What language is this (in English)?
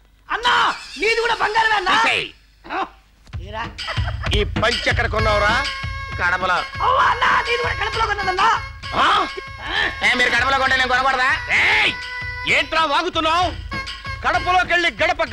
Telugu